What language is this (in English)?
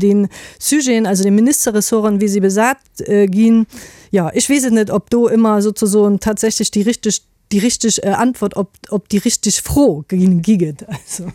Luxembourgish